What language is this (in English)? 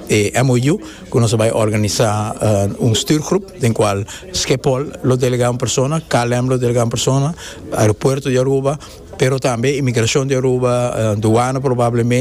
Papiamento